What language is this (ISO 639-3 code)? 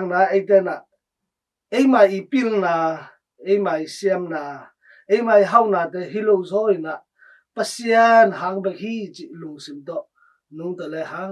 ctd